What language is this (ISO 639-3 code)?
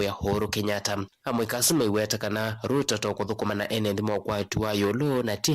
kam